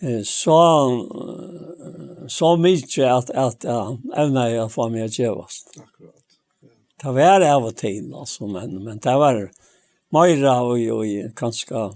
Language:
Faroese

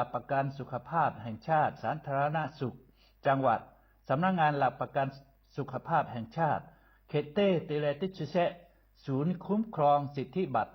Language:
Lahu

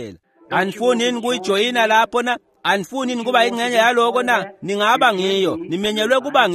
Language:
Swati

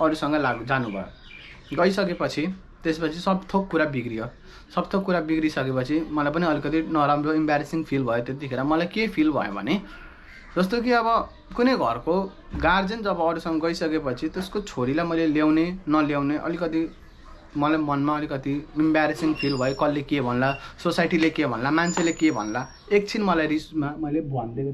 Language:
Nepali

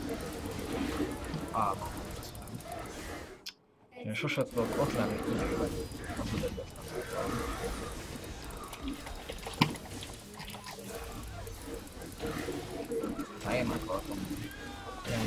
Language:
Hungarian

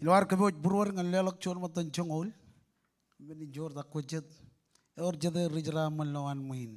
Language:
Marshallese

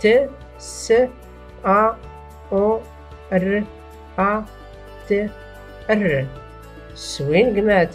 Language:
Tachelhit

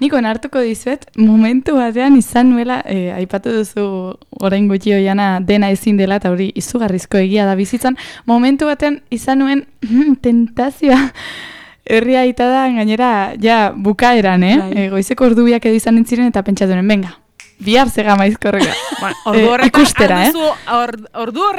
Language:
Basque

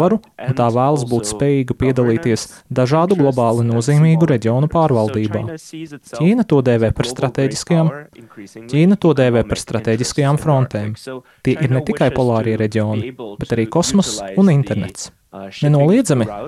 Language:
Latvian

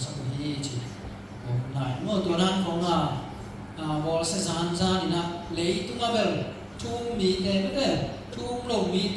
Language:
Tedim Chin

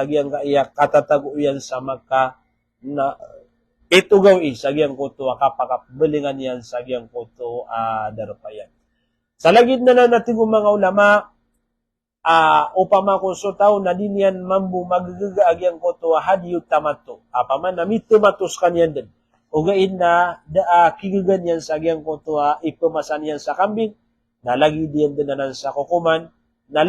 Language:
Maranao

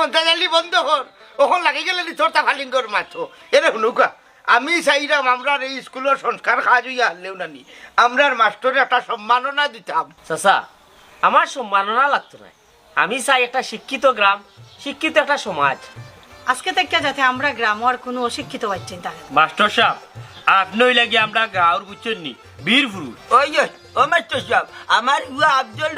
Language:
Sylheti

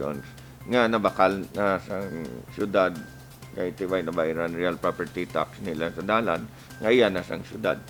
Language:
Hiligaynon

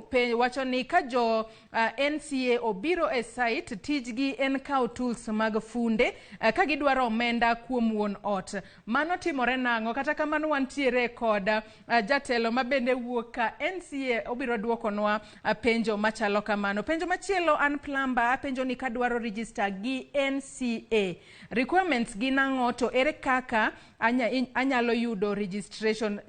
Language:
Luo (Kenya and Tanzania)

